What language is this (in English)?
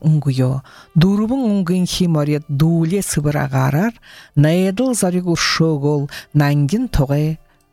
Buriat